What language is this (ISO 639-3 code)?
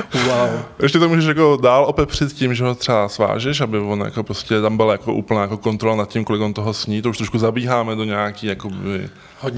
ces